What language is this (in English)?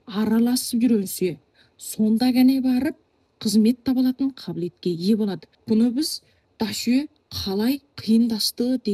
Kazakh